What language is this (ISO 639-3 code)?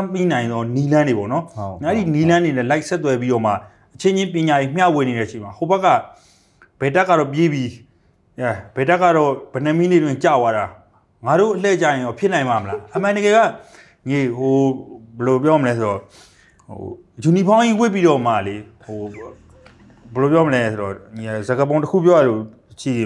mya